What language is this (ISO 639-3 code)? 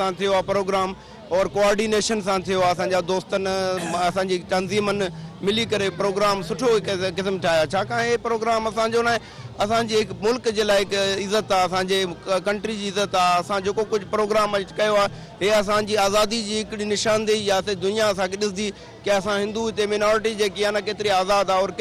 snd